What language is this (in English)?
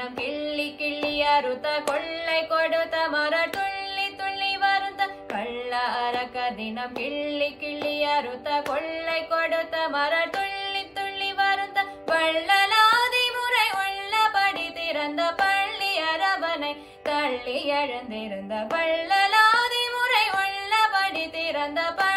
Tamil